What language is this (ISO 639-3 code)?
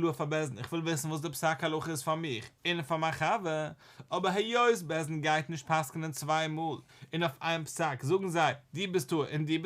yid